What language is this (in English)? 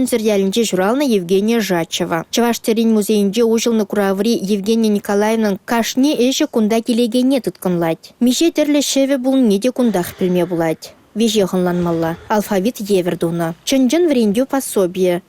Chuvash